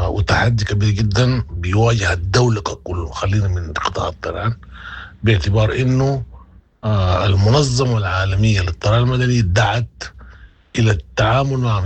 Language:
Sudanese Arabic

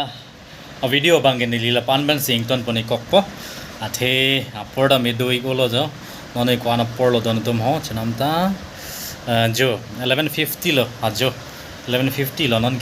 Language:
Karbi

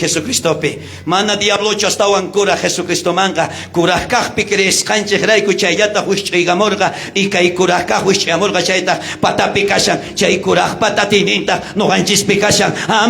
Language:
South Bolivian Quechua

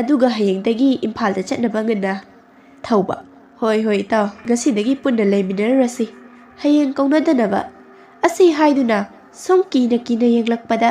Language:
Manipuri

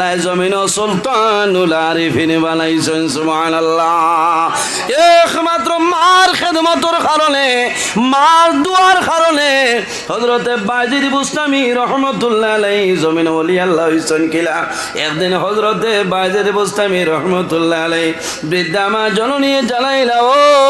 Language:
Sylheti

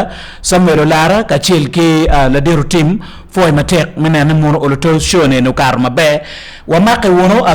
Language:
Acoli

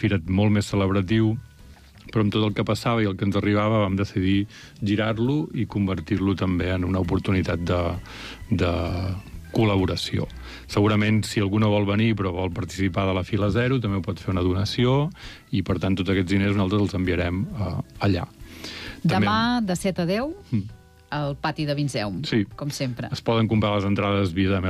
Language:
Catalan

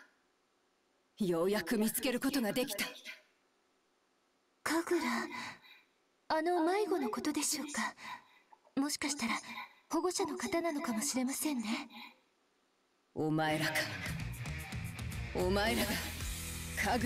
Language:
Japanese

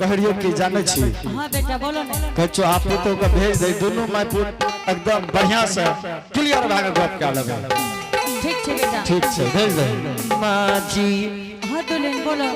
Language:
Angika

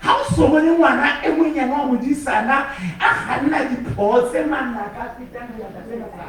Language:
Southern Sotho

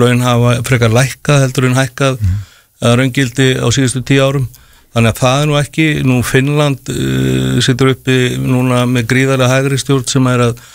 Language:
Icelandic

